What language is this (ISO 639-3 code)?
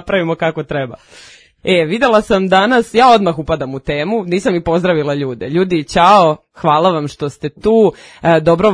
srp